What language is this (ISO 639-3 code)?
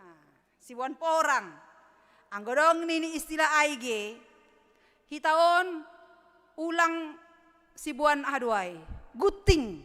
bts